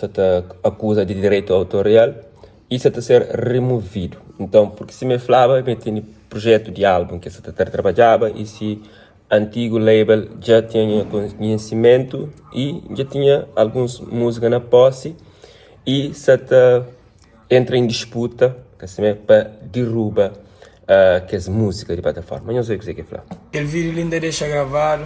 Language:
Kabuverdianu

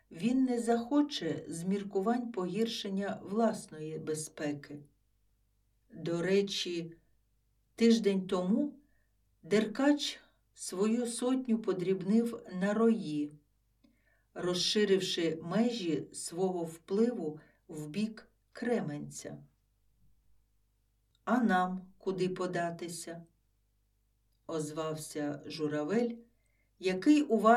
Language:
Ukrainian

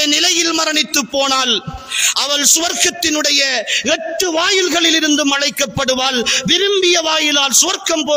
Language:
Tamil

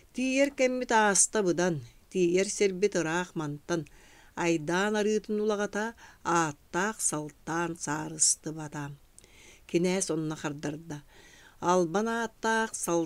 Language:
Yakut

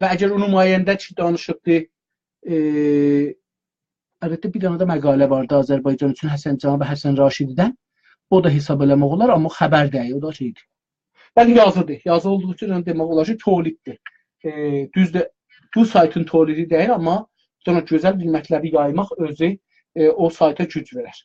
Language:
South Azerbaijani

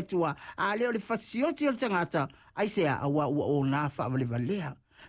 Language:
Samoan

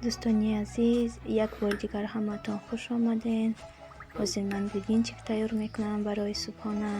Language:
Tajik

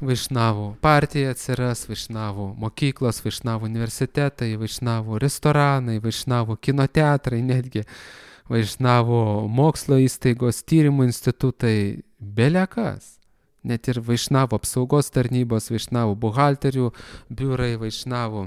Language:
Lithuanian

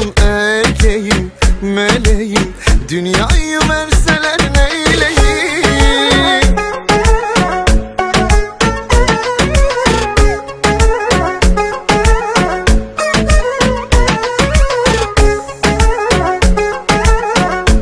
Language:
Turkish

